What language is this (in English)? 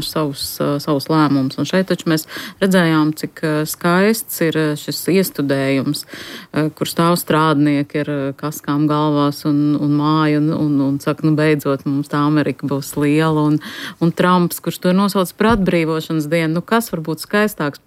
Latvian